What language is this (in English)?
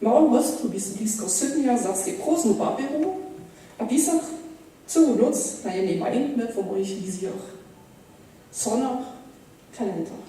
Upper Sorbian